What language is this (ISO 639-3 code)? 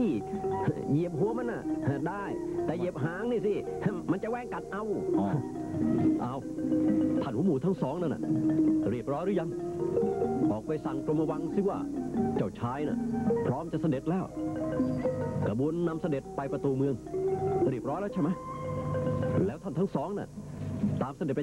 tha